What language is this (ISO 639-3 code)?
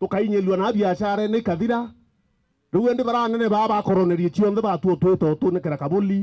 mer